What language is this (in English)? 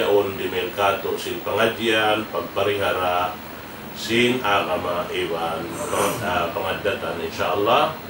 Tausug